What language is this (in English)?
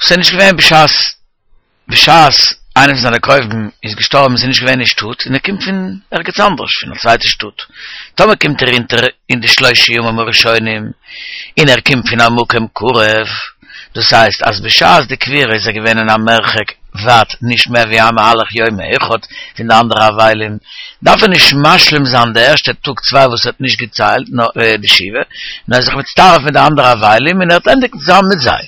Yiddish